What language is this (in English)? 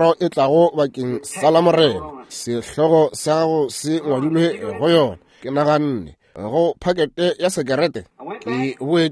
Northern Sotho